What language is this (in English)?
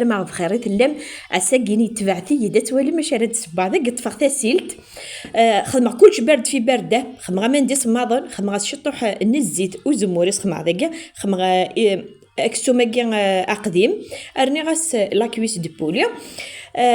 Kabyle